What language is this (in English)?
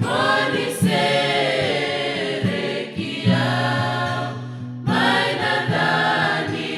Fijian